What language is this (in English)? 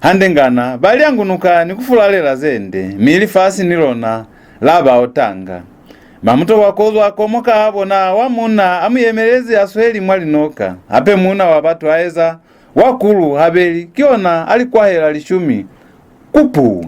Lozi